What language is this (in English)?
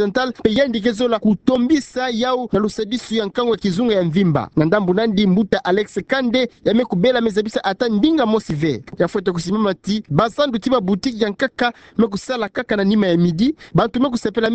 Kituba (Democratic Republic of Congo)